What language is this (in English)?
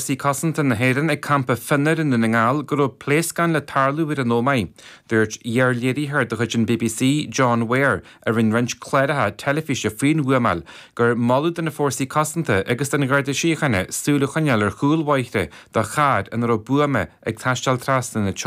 Irish